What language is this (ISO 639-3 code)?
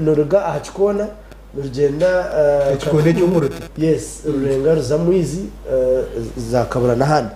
nyn